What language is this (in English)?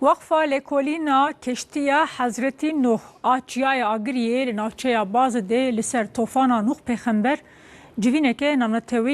Kurdish